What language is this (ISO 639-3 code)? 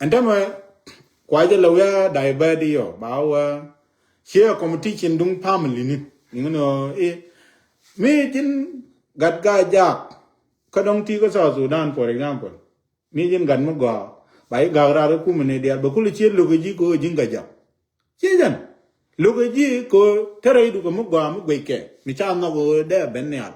nus